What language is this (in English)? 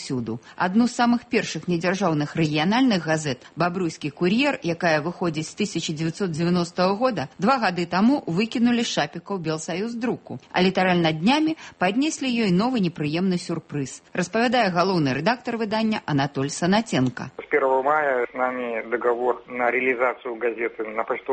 Belarusian